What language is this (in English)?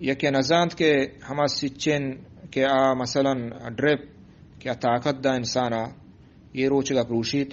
Eastern Balochi